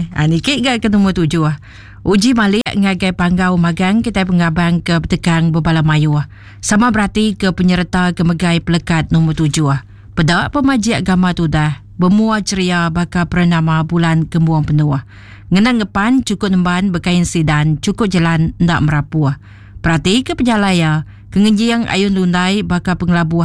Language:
Iban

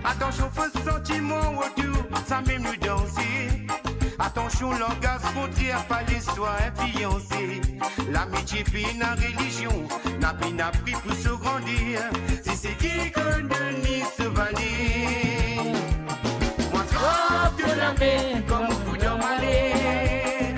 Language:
Morisyen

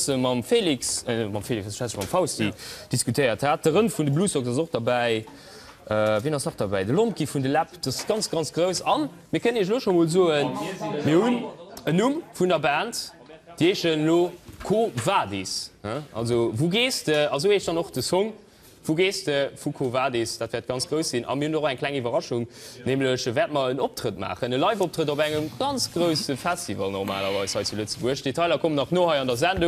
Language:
Luxembourgish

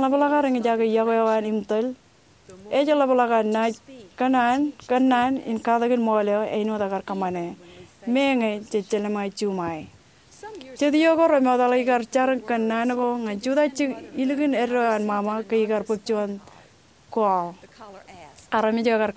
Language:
Marshallese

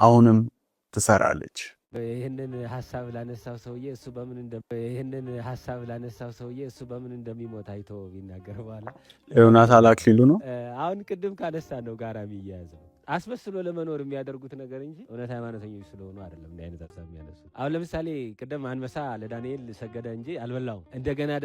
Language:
Amharic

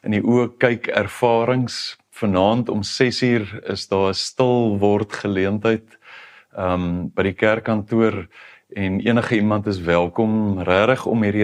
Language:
Afrikaans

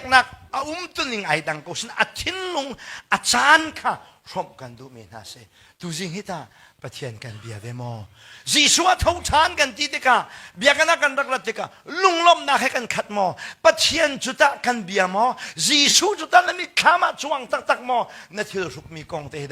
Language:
Hakha Chin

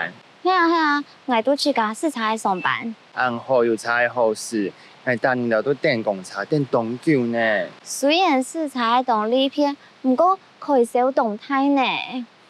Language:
Hakka Chinese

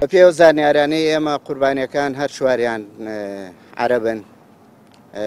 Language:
Central Kurdish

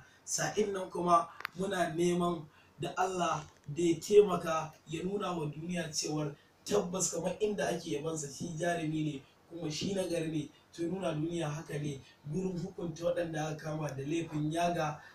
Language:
Hausa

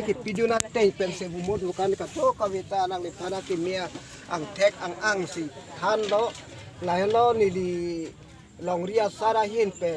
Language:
Karbi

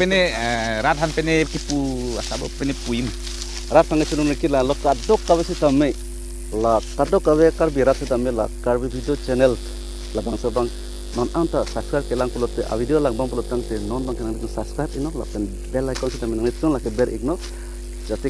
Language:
Karbi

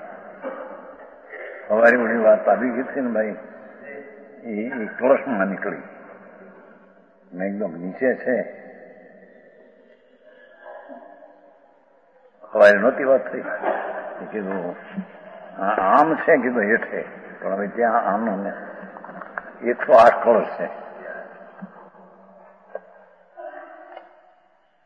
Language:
Gujarati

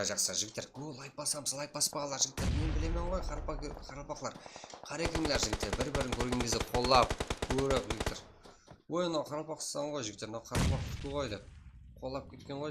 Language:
Kara-Kalpak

